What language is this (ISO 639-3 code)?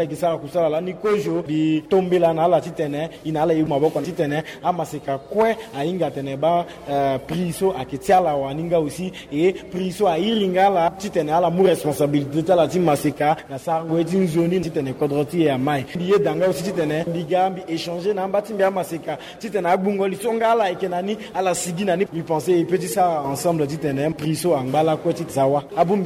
sag